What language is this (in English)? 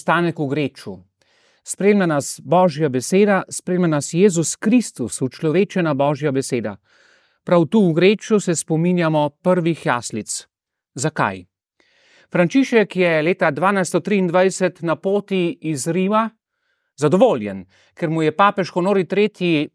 Slovenian